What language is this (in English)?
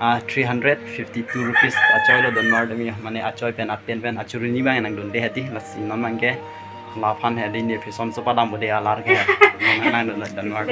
Karbi